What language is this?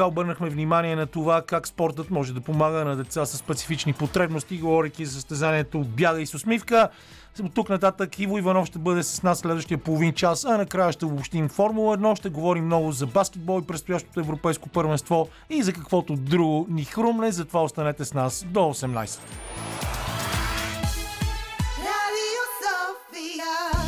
Bulgarian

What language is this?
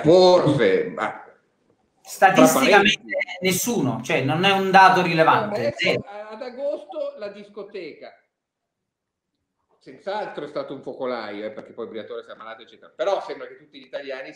Italian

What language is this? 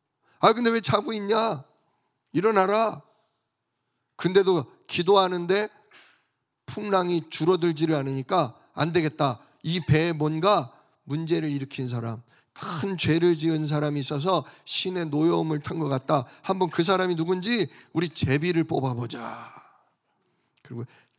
Korean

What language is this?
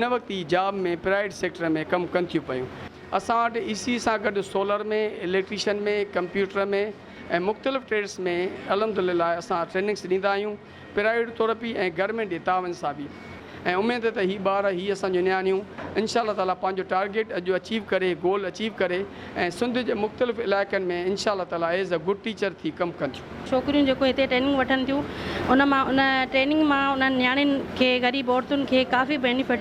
Sindhi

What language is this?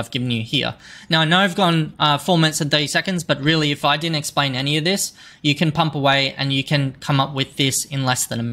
English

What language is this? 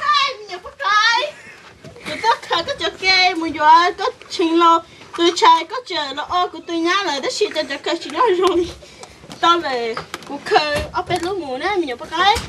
Hmong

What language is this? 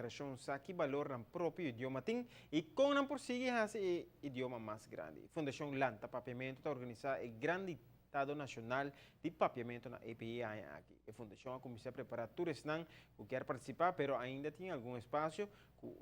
Papiamento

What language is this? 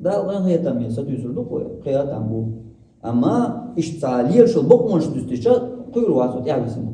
Chechen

